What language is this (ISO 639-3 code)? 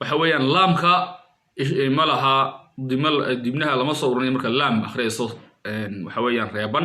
som